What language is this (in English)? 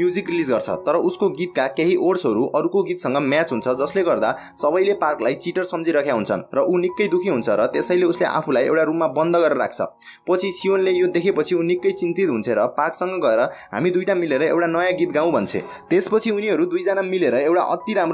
Nepali